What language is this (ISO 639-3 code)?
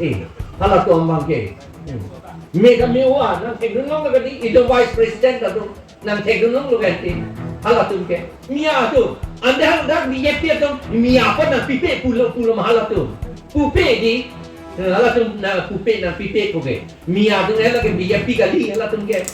mjw